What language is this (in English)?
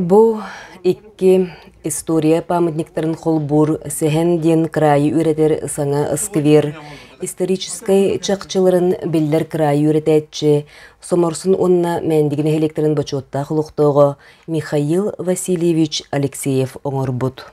Yakut